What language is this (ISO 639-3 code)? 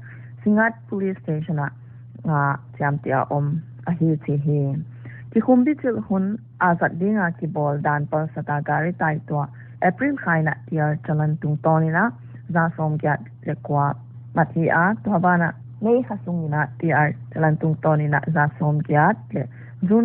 pck